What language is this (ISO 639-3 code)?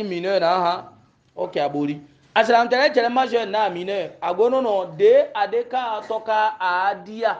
hau